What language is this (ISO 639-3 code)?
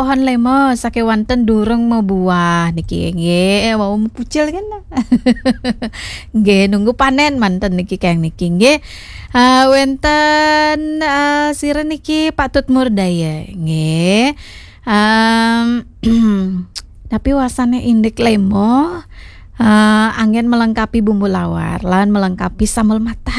ban